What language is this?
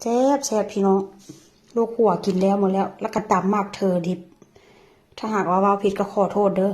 Northeastern Thai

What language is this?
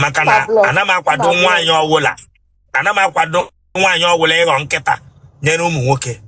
Igbo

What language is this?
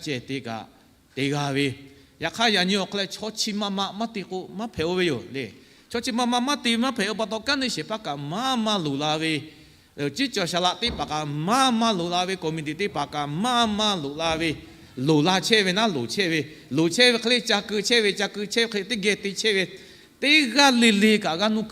Lahu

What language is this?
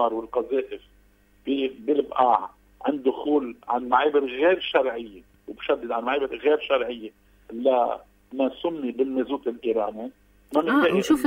North Levantine Arabic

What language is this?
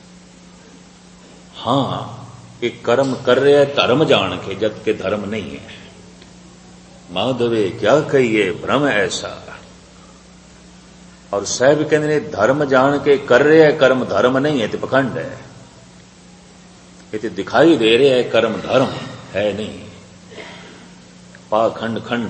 Punjabi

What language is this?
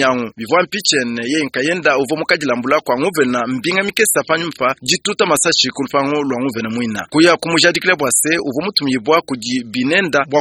Luba-Lulua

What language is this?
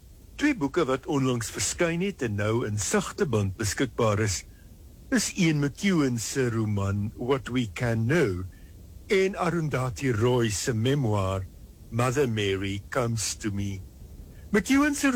Afrikaans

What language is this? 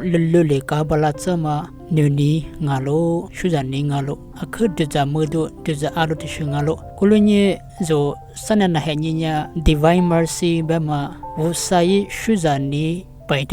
Lisu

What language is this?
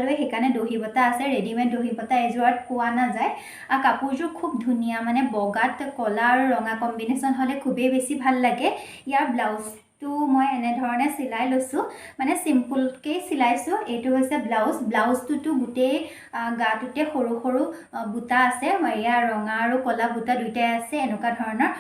Assamese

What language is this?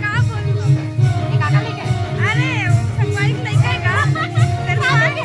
Chhattisgarhi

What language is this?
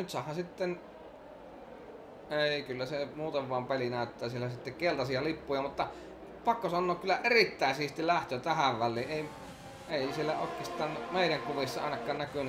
Finnish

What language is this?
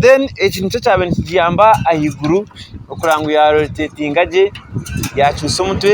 Nyankole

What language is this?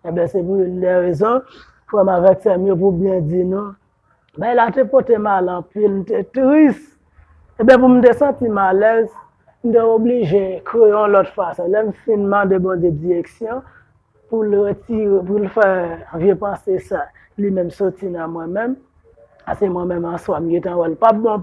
Haitian Creole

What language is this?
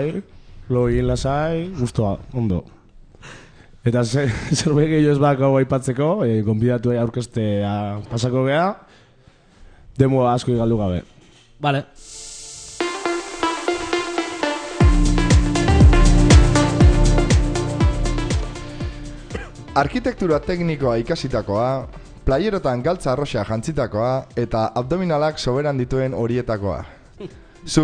Basque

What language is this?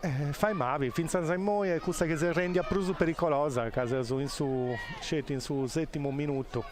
Sardinian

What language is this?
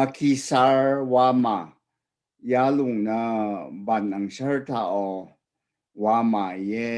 Rawang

